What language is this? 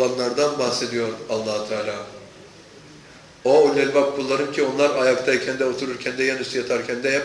Turkish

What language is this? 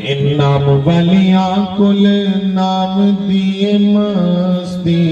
Dogri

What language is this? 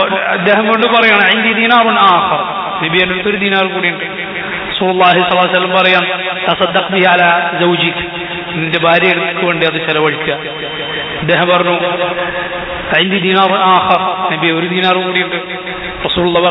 Malayalam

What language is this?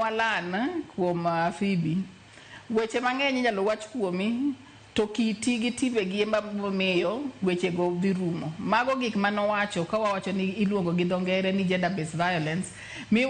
Luo (Kenya and Tanzania)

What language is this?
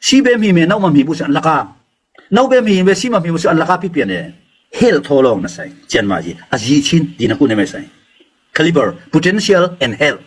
Falam Chin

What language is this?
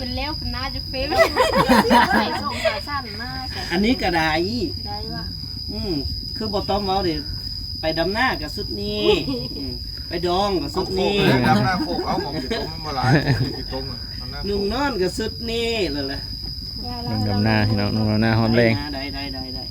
Lao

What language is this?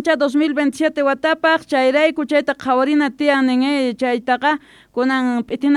South Bolivian Quechua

